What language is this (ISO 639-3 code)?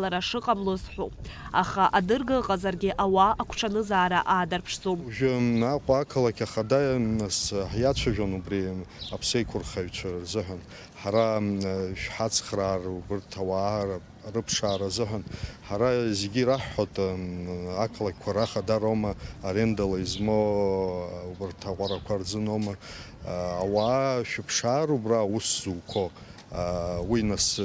abk